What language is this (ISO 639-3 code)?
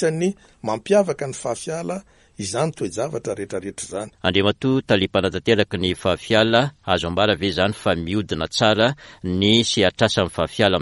mlg